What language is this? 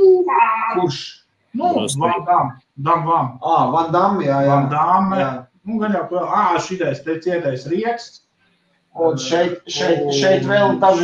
Latvian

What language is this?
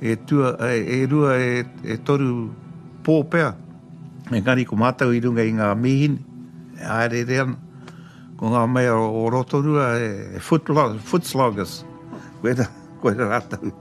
Māori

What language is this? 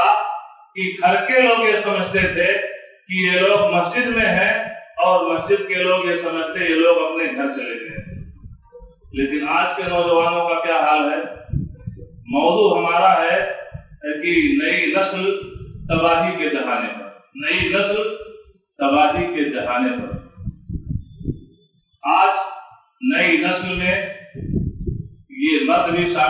Urdu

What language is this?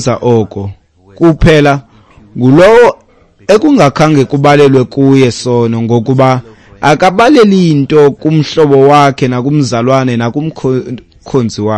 Xhosa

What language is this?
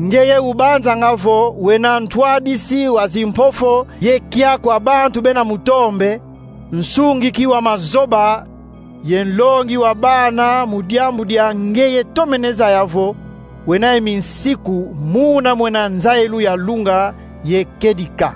Kongo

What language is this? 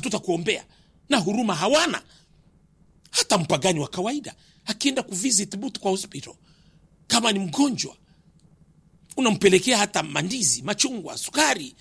Swahili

